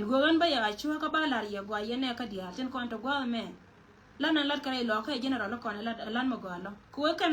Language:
Nuer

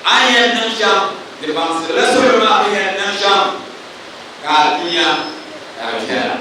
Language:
Dagbani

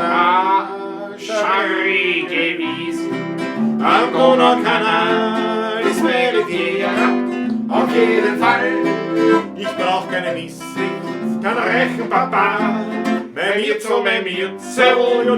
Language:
Bavarian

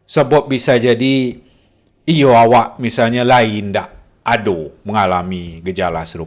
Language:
Minangkabau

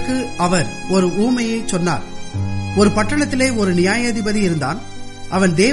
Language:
Tamil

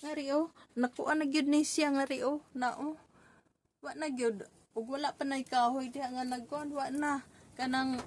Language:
Cebuano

